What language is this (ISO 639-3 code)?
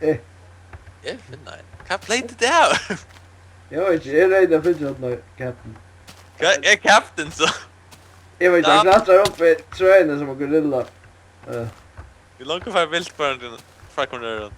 fao